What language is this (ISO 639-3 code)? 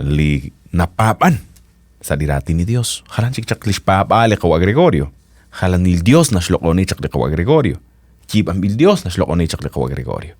kek